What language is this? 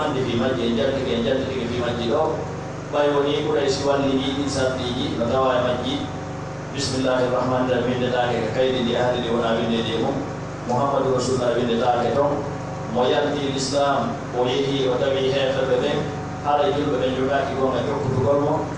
Pular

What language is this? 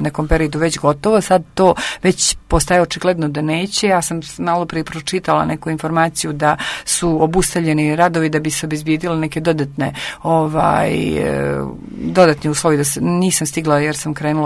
Croatian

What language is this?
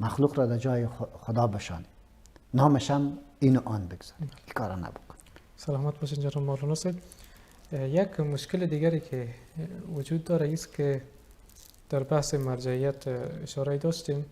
Persian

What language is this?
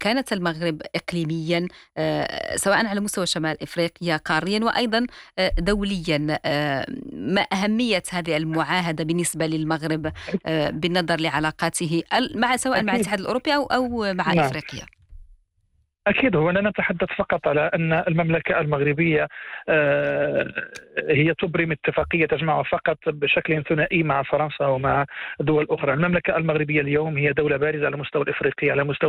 Arabic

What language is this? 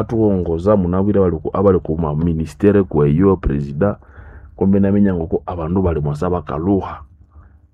Nande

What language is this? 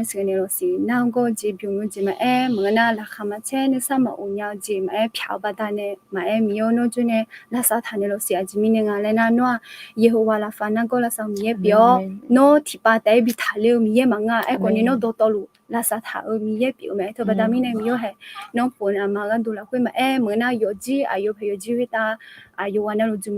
Akha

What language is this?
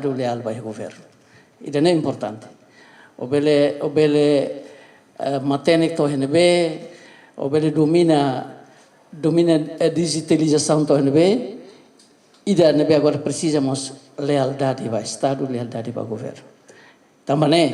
Tetum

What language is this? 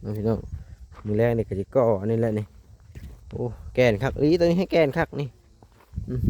Lao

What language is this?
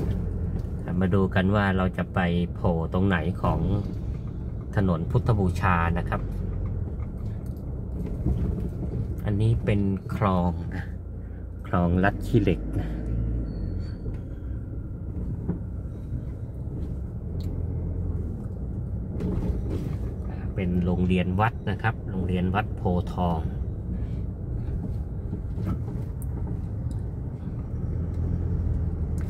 Thai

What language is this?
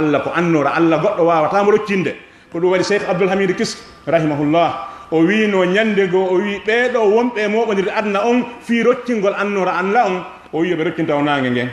Fula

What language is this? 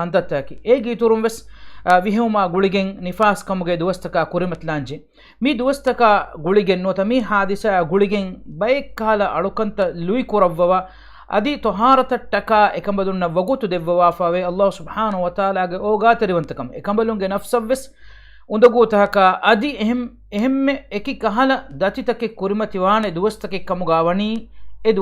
Divehi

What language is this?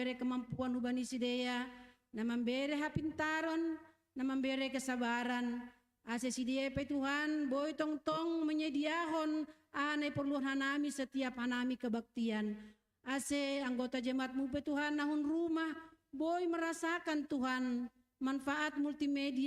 Batak Simalungun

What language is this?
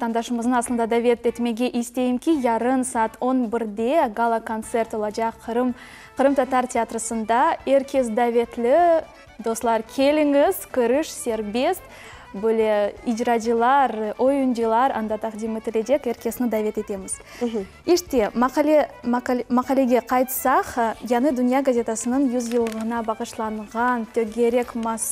Crimean Tatar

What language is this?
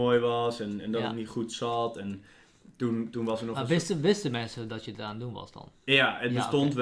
Dutch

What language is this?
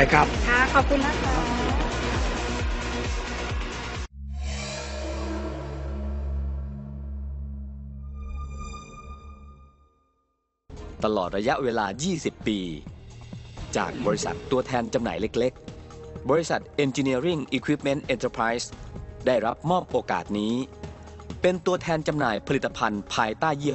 Thai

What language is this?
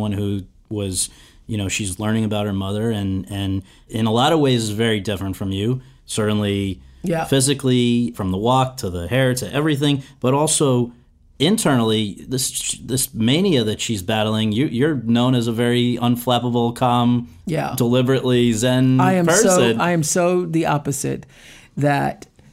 English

